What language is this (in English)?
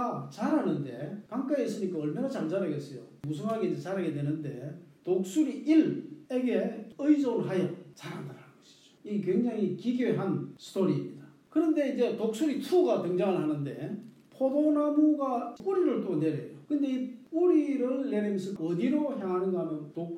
Korean